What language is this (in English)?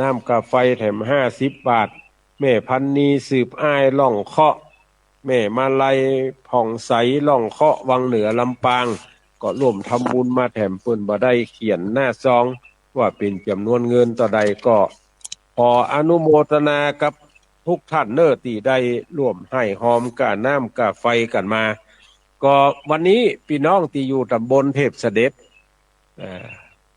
Northern Thai